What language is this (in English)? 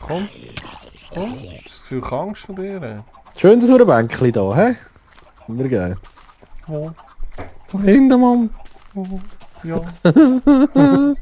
Swiss German